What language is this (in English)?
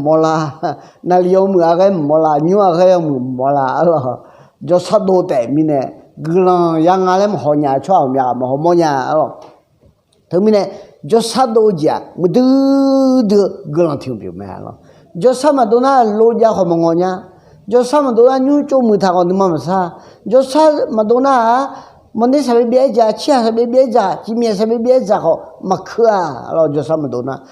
Akha